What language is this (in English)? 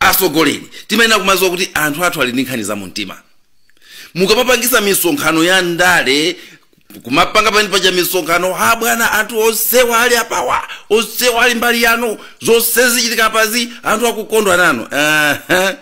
Nyanja